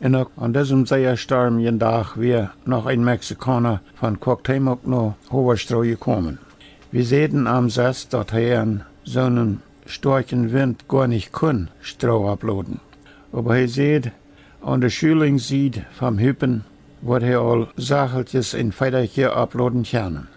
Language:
Plautdietsch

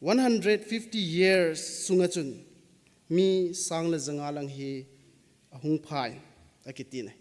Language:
Thado Chin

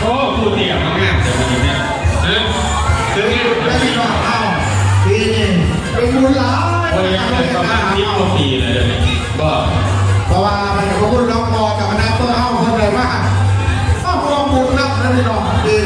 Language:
Lao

